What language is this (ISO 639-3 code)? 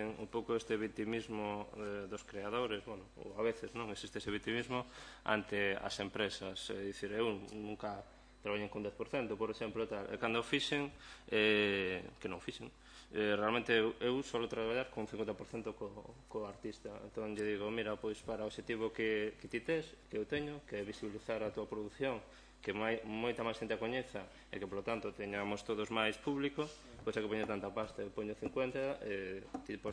glg